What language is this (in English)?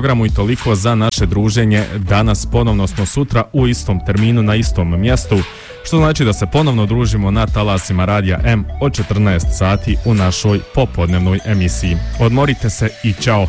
Bosnian